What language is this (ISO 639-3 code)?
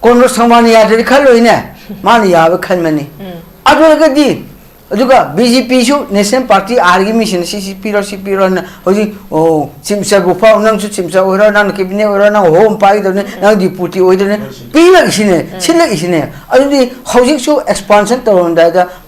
mni